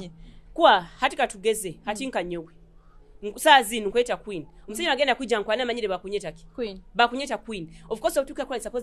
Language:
Nyoro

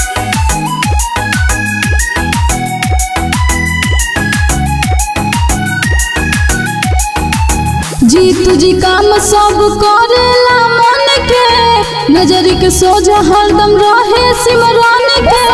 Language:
Bhojpuri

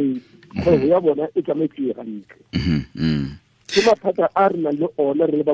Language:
Tswana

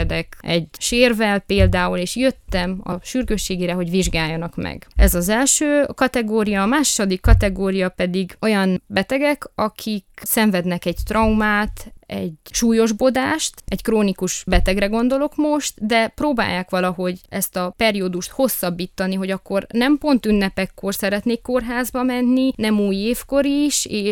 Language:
Hungarian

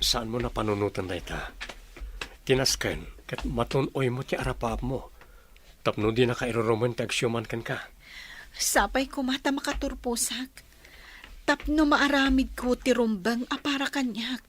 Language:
Iloko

